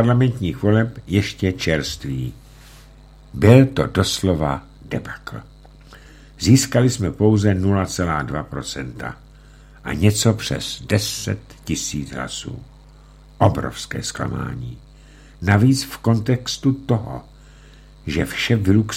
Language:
Czech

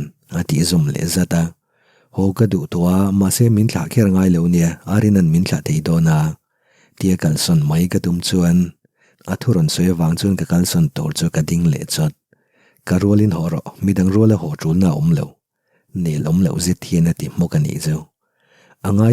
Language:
Mizo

